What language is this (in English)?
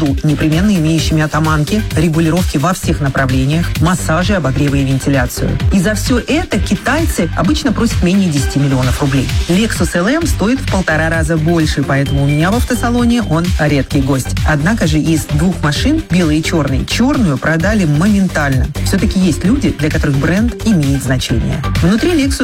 Russian